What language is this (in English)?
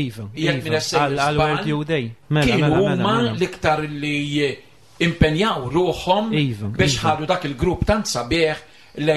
Maltese